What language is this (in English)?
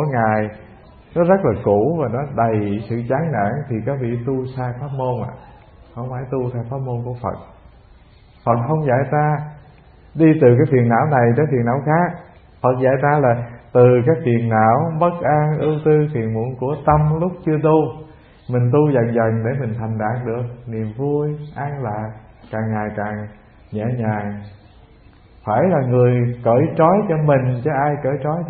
Vietnamese